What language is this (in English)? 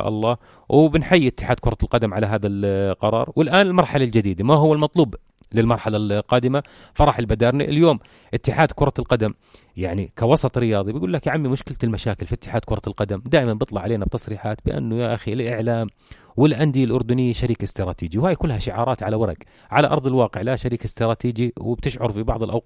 North Levantine Arabic